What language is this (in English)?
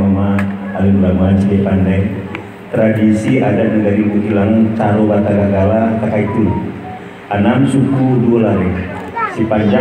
Minangkabau